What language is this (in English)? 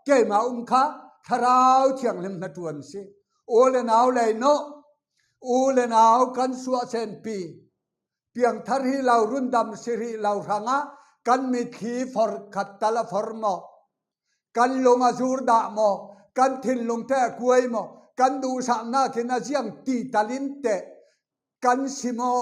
Falam Chin